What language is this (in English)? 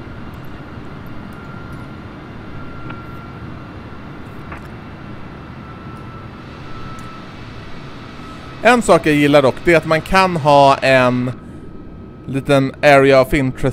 Swedish